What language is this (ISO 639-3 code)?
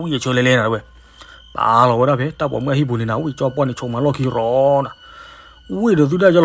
ksw